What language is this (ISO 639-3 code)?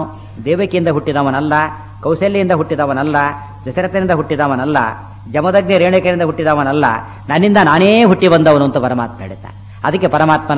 kan